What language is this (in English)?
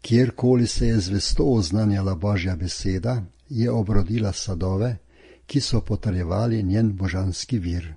Slovenian